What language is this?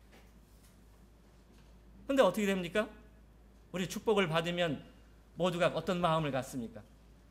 Korean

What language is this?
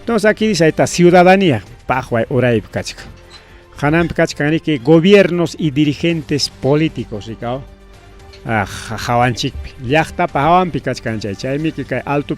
Ayacucho Quechua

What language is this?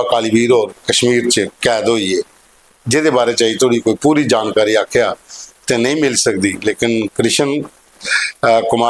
Dogri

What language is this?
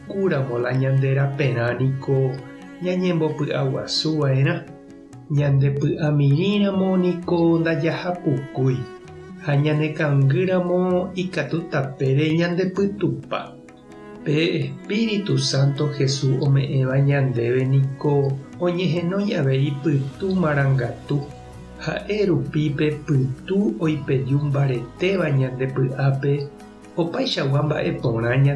Guarani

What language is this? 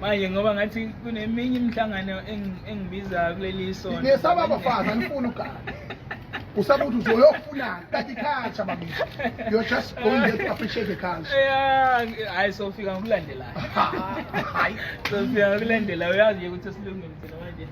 Zulu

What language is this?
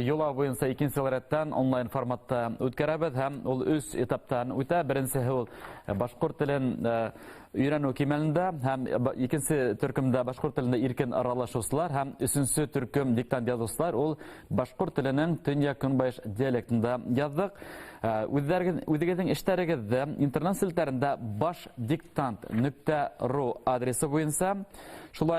Bashkir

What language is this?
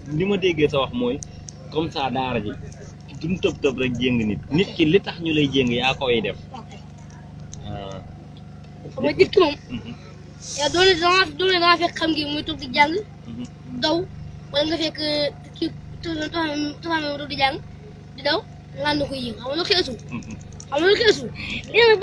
Wolof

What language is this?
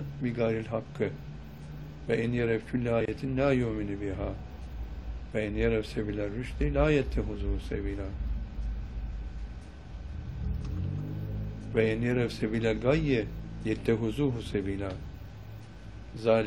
Turkish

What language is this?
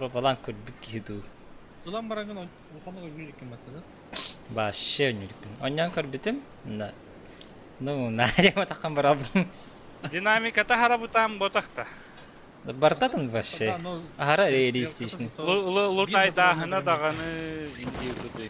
Yakut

